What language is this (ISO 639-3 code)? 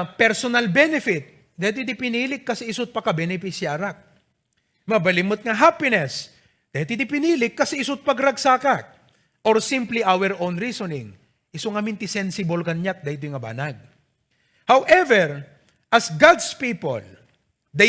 ilo